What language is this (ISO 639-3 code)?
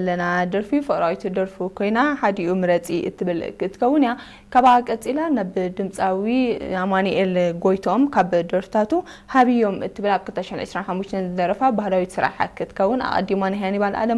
tir